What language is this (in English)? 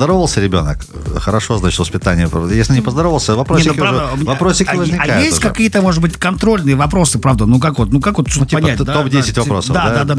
Russian